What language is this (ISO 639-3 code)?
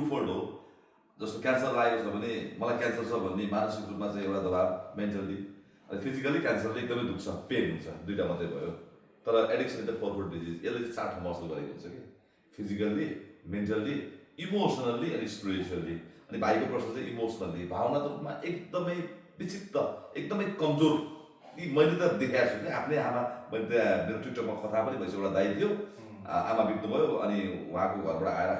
nep